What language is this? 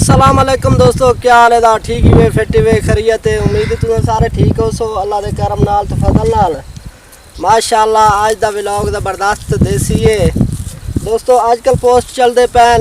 Saraiki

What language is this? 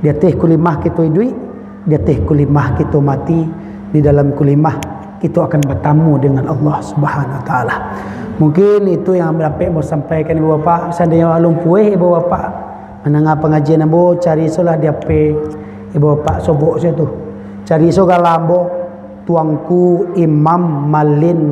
Minangkabau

